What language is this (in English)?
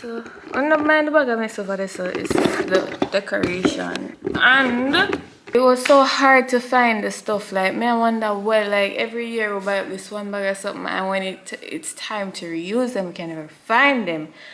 Jamaican Creole English